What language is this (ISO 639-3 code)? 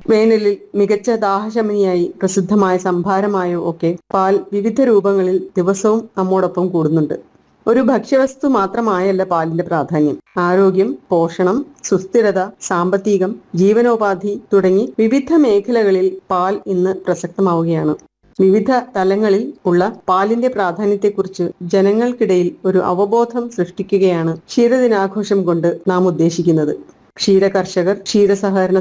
mal